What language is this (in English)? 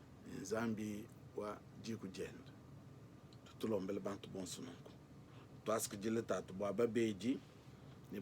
Luba-Lulua